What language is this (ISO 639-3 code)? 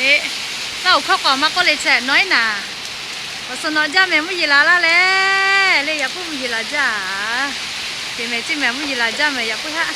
lhu